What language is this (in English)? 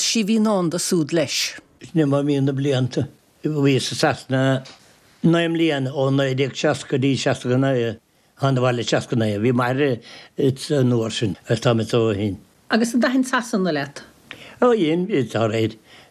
Irish